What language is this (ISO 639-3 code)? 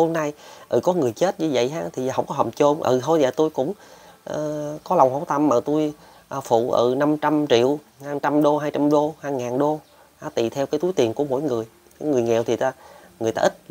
vie